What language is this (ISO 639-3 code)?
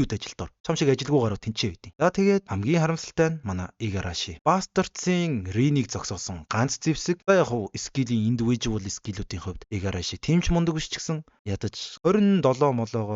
mon